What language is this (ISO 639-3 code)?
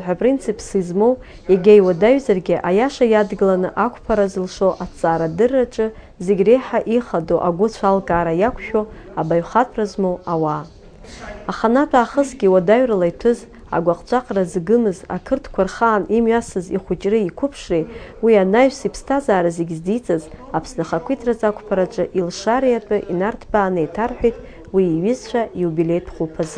abk